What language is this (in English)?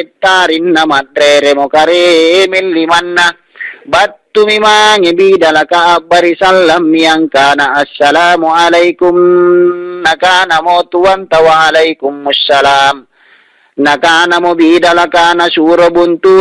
Makasar